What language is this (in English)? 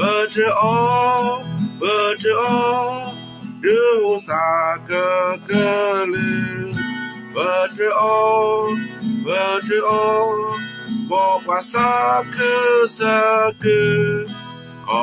S'gaw Karen